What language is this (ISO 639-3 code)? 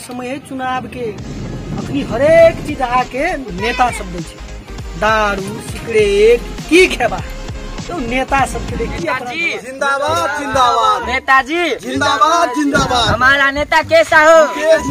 mai